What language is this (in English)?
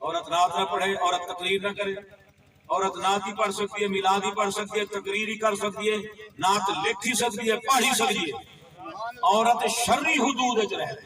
Saraiki